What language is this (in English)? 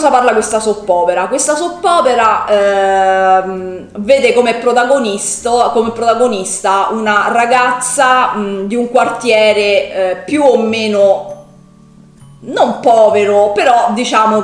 Italian